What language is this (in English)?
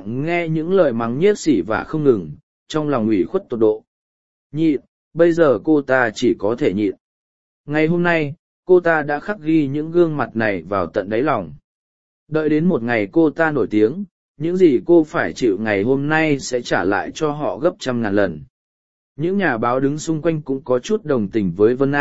Vietnamese